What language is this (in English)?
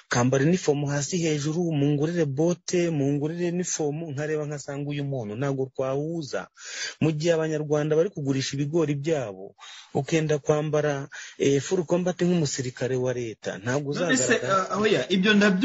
Kinyarwanda